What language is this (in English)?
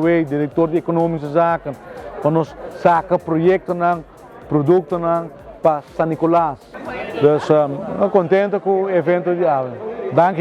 Papiamento